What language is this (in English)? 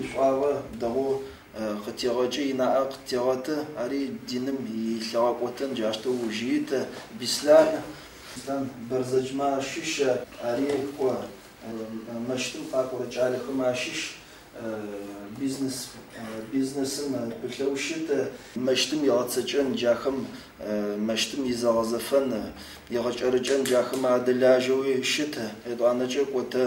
Adyghe